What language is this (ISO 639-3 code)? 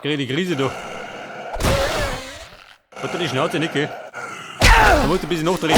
bar